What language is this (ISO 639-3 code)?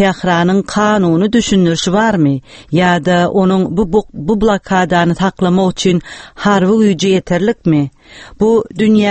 tuk